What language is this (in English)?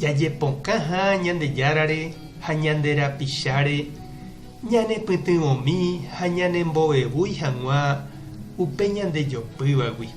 Guarani